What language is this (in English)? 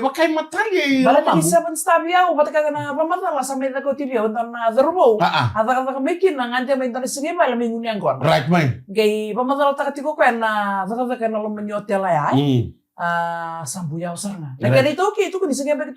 Fijian